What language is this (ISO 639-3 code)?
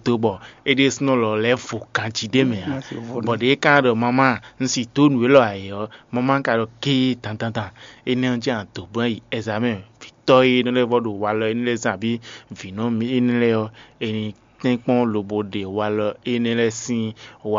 fon